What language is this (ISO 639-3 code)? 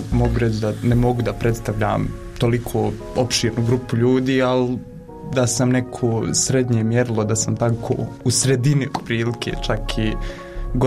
bos